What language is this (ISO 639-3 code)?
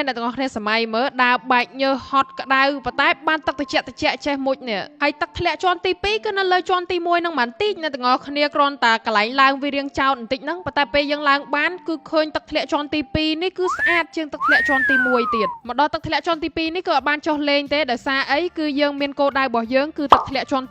khm